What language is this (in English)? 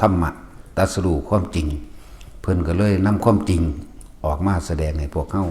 Northeastern Thai